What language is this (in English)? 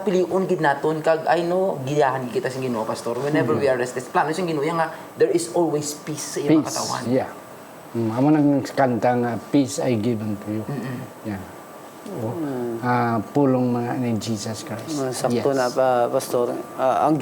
Hiligaynon